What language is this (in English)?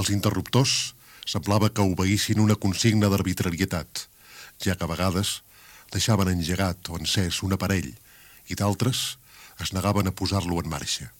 Catalan